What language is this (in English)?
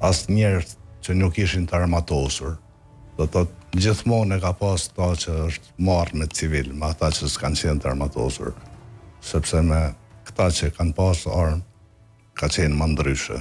Albanian